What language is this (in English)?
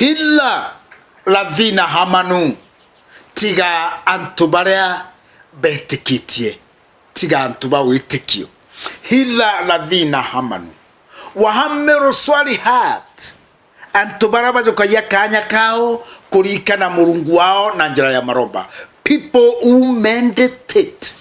Meru